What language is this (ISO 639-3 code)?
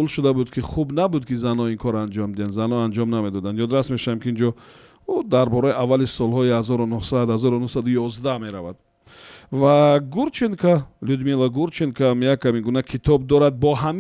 tgk